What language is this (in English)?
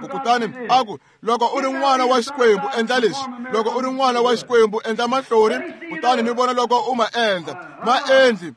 Tsonga